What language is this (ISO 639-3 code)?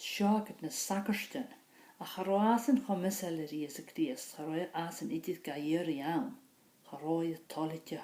gla